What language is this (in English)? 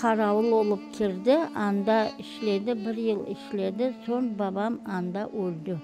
Crimean Tatar